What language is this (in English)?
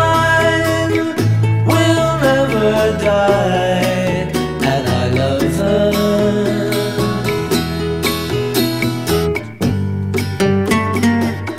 English